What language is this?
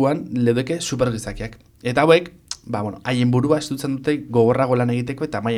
Basque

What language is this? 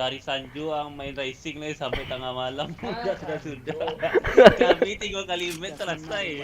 Minangkabau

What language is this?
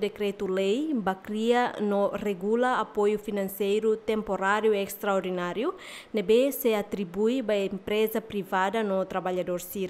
Tetum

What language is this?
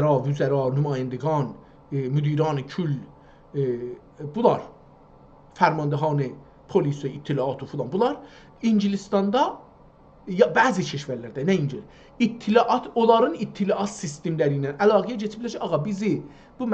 South Azerbaijani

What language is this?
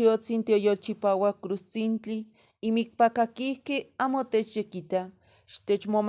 Eastern Huasteca Nahuatl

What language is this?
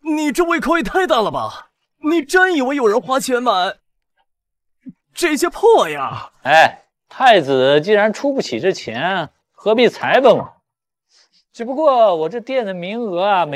Chinese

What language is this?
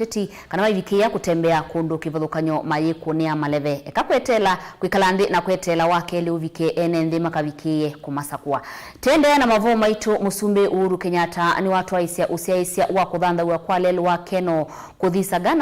Kamba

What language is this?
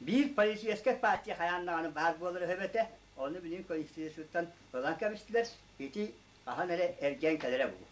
Yakut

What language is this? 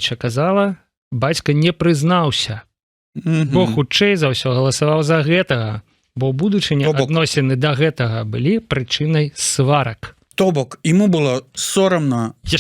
Belarusian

